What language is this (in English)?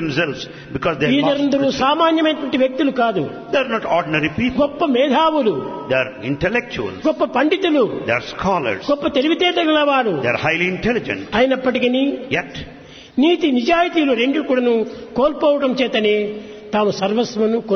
Telugu